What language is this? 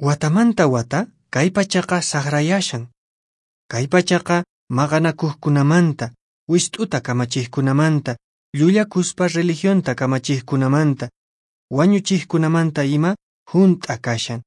Quechua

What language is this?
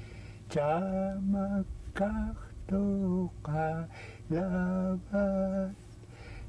Central Yupik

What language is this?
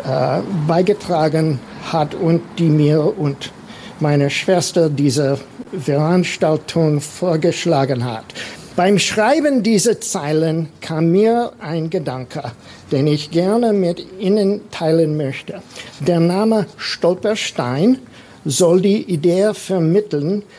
German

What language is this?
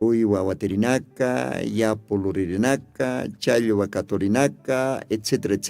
Aymara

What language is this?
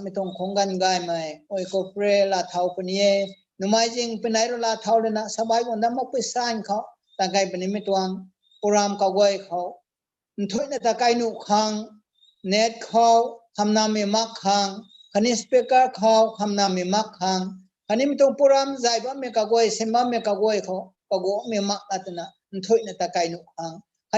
Rongmei Naga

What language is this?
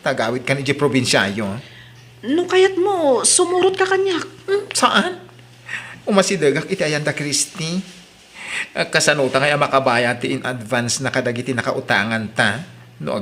Iloko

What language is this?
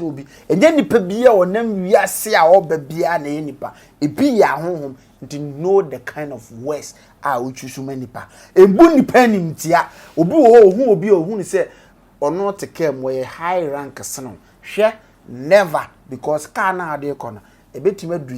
Akan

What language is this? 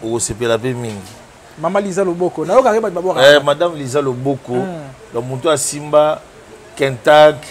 Lingala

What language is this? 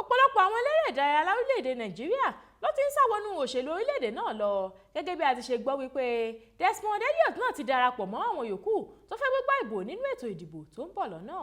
Yoruba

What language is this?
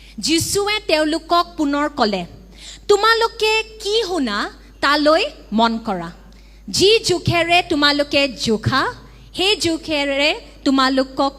Assamese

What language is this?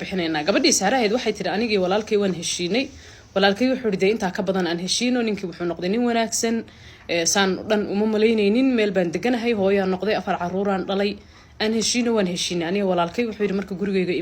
Somali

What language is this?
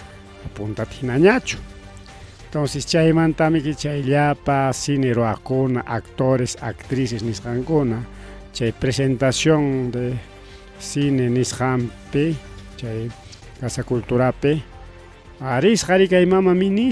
Ayacucho Quechua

